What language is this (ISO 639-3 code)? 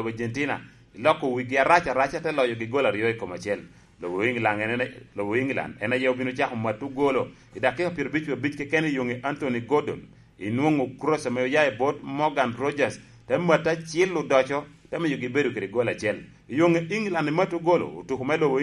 laj